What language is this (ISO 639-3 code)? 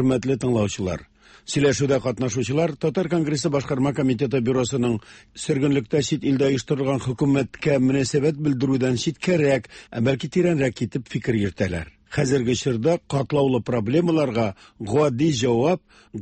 tat